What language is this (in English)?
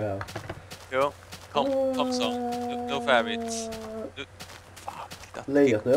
Faroese